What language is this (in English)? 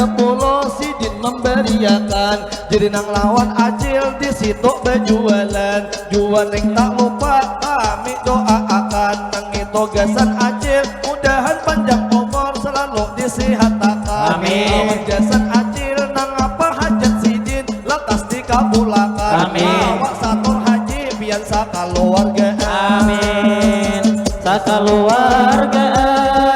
Banjar